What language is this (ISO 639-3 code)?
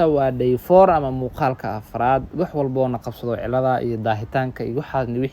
som